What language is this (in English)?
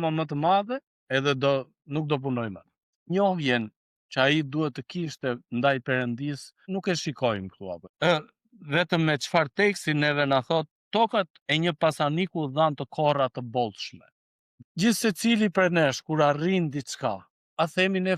Albanian